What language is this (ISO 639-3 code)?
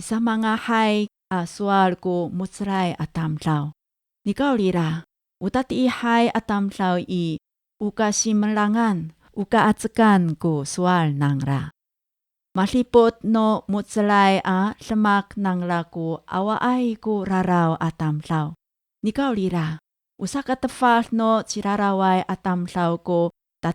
ami